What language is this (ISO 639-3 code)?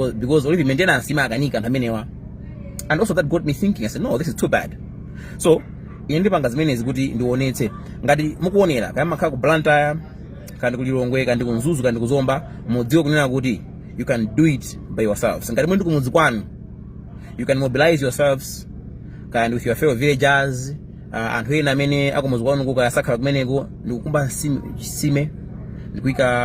nya